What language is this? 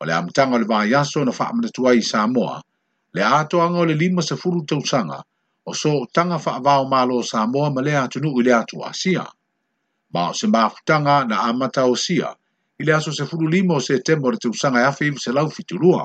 Samoan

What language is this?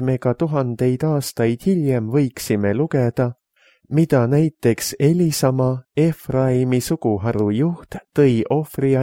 Estonian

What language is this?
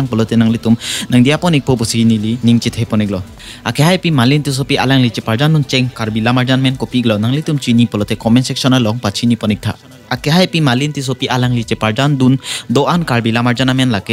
Karbi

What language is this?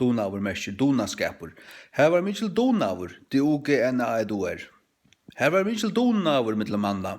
Faroese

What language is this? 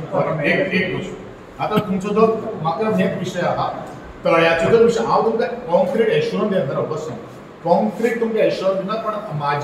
Konkani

